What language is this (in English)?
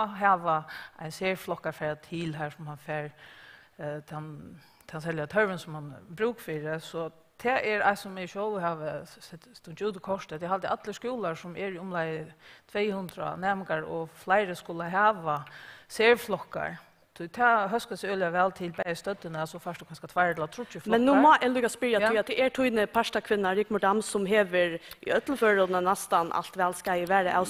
Faroese